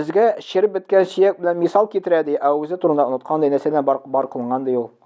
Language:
Tatar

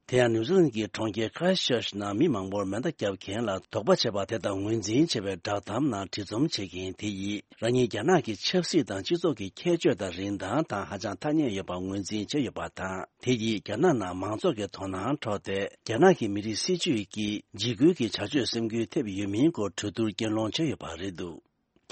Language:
Tibetan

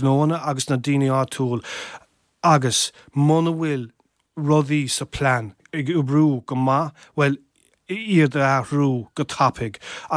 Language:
Irish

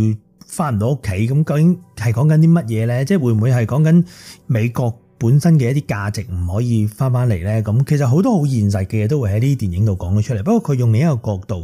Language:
Cantonese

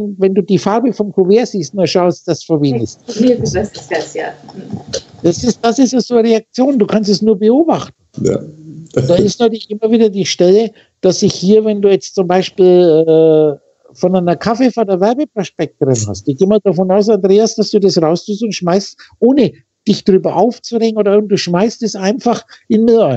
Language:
German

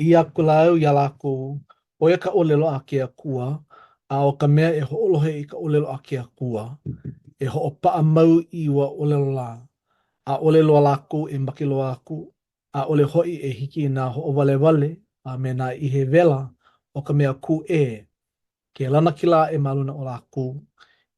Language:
Hawaiian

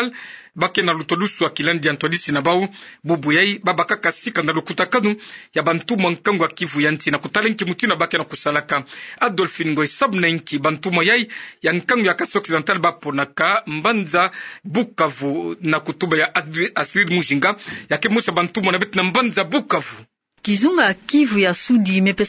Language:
Kituba (Democratic Republic of Congo)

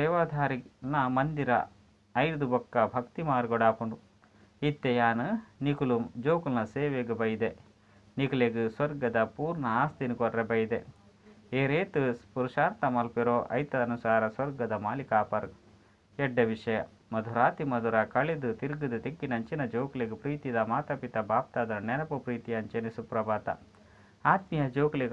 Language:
Tulu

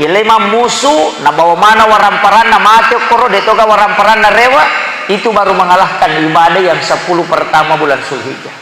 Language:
Buginese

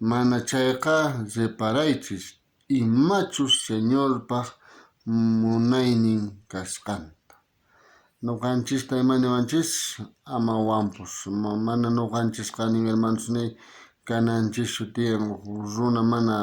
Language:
South Bolivian Quechua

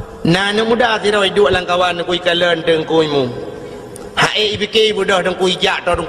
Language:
Achinese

